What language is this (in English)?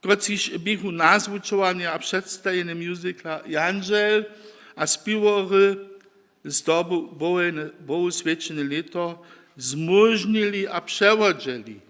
Upper Sorbian